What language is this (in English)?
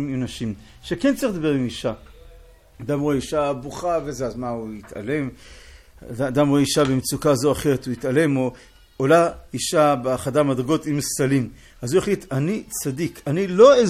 Hebrew